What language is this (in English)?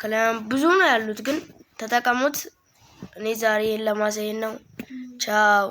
Amharic